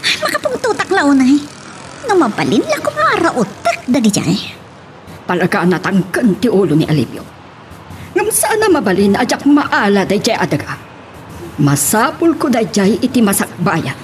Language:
Iloko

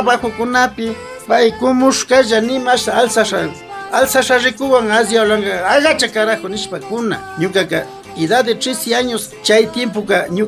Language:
Imbabura Highland Quichua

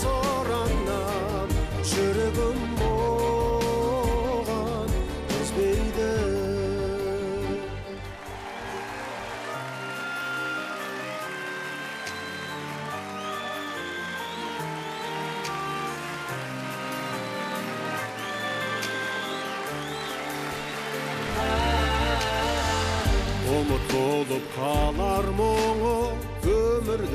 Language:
Kazakh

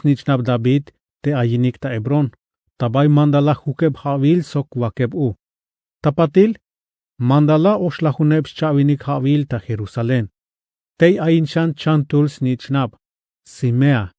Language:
Tzeltal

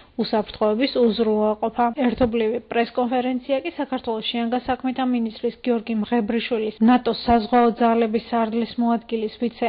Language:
Georgian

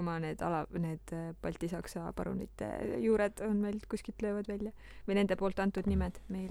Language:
Estonian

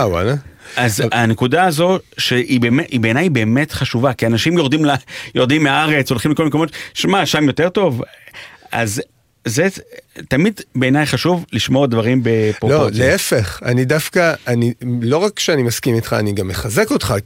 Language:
Hebrew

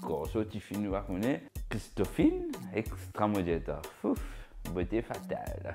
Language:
Morisyen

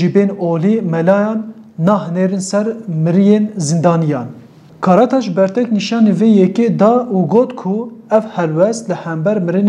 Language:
Kurdish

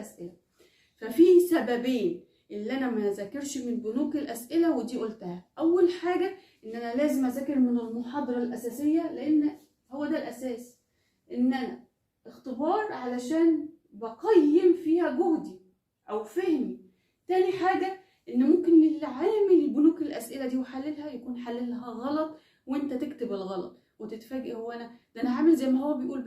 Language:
Egyptian Arabic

